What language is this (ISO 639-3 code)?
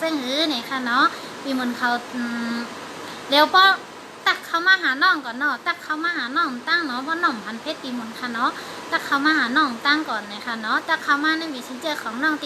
shn